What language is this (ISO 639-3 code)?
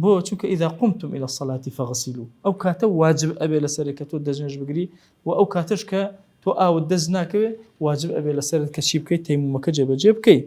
ckb